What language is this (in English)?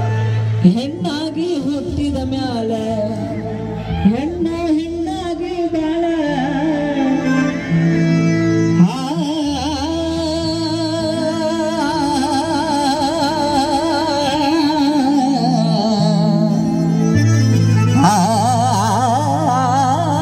Kannada